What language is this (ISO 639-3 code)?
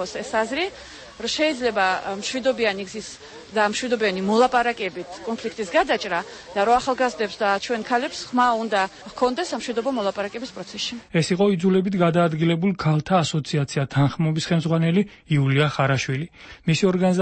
kat